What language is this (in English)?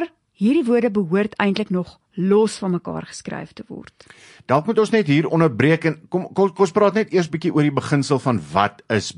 Afrikaans